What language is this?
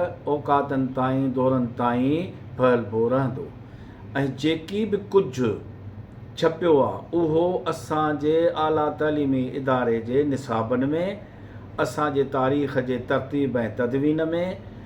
Sindhi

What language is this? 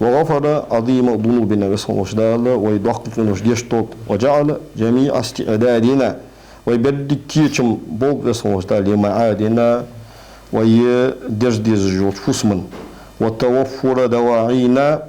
Ingush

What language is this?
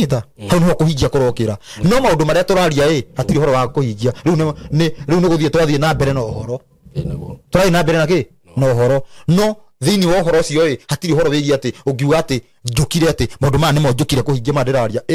Kikuyu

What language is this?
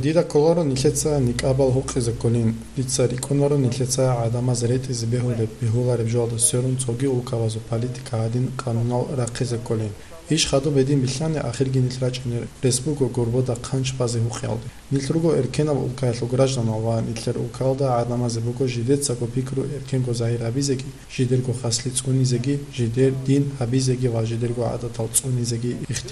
Avaric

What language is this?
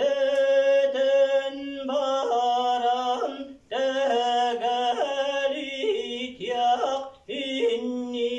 Yakut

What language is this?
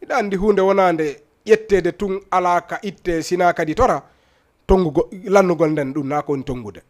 Fula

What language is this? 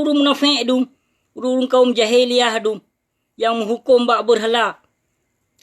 Achinese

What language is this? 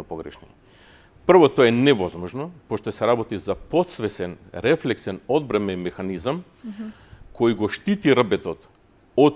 Macedonian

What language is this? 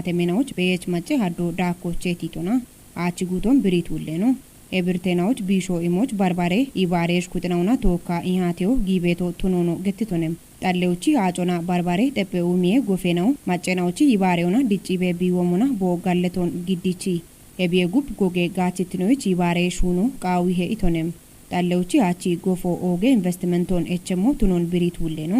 Kafa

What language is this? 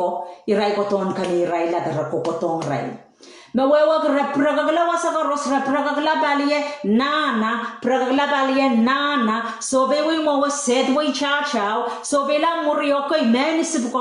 Pohnpeian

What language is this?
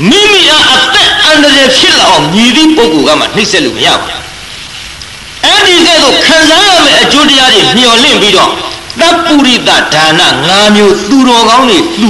Burmese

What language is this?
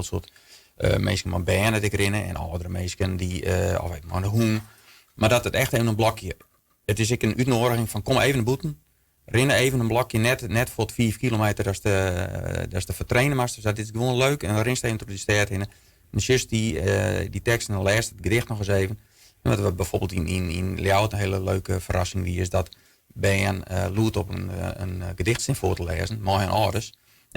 Western Frisian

